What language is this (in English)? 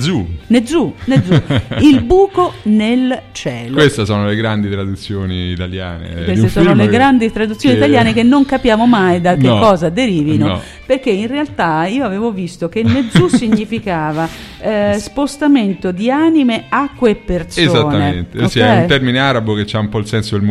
Italian